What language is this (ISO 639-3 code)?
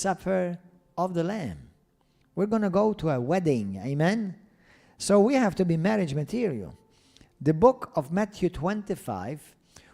eng